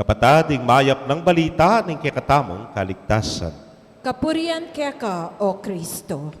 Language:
Pampanga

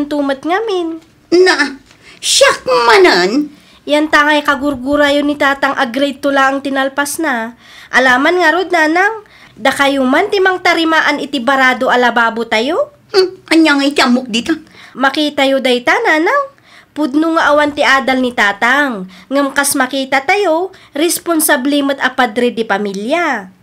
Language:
Iloko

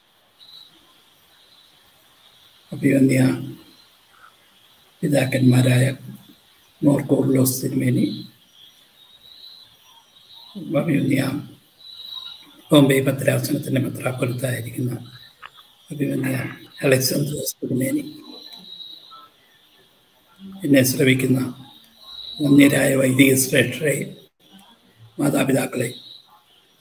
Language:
Malayalam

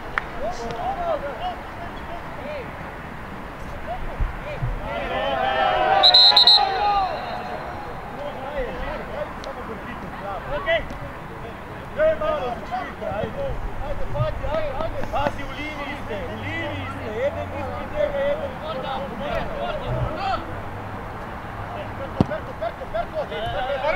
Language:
Croatian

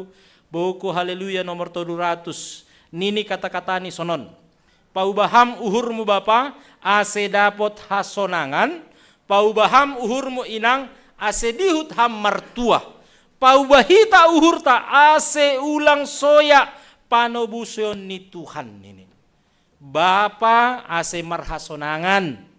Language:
Batak Simalungun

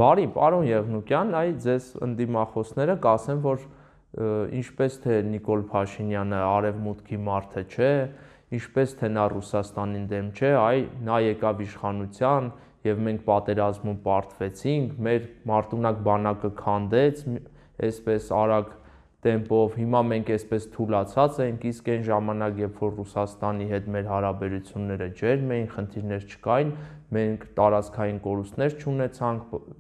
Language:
Armenian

